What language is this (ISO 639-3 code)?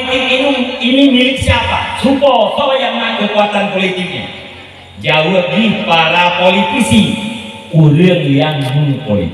ace